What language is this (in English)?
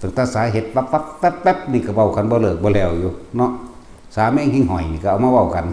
Northeastern Thai